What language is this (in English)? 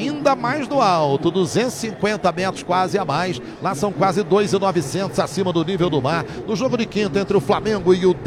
Portuguese